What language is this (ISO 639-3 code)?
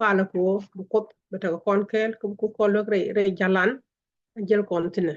nus